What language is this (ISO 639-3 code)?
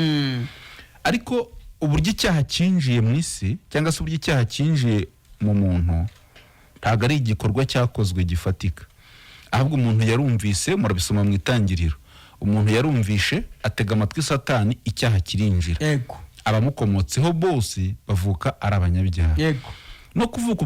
kin